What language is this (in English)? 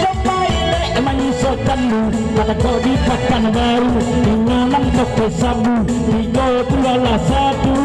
Minangkabau